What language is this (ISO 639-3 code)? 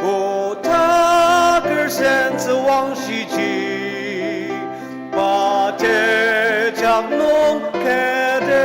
njo